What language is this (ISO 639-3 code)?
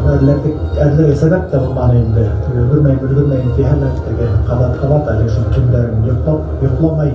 bak